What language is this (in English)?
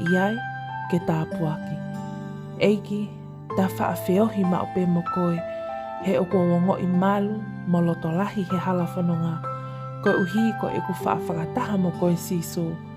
Tongan